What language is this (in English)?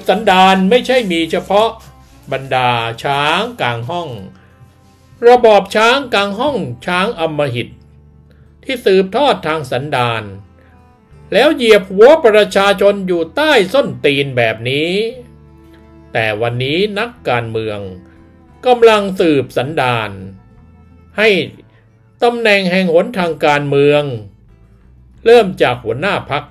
Thai